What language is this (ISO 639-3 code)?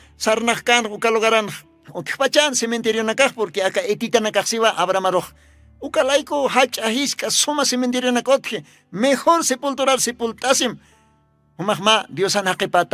aym